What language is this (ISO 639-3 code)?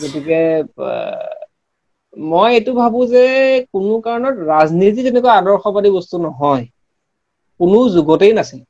asm